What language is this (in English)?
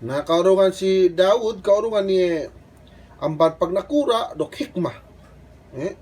Yakan